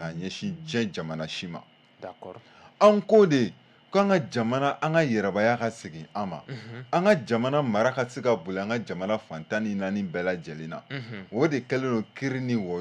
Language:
Bambara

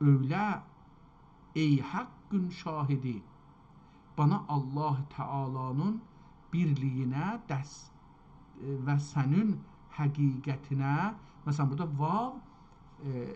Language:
South Azerbaijani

